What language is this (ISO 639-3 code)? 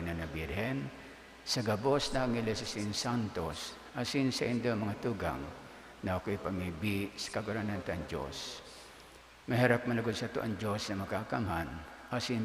bik